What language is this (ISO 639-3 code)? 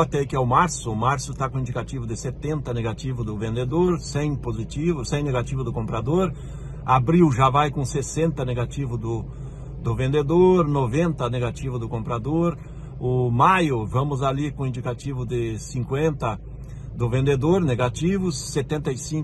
por